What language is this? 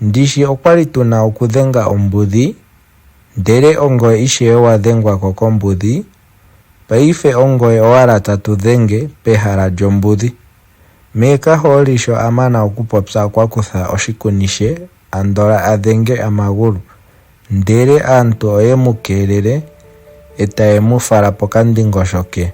Ndonga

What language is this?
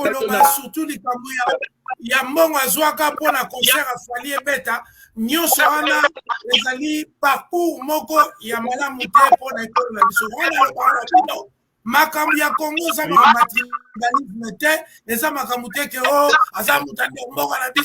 Lingala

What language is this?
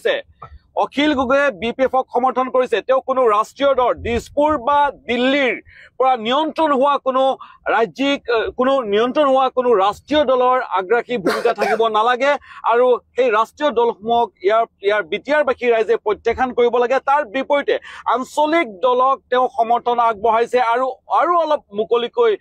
Assamese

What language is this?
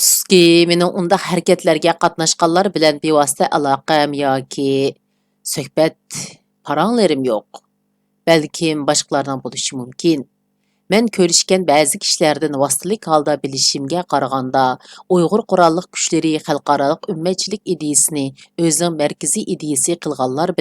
Uyghur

